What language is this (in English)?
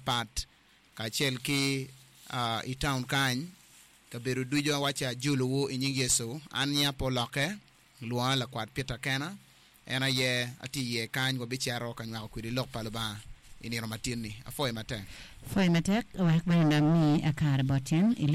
Acoli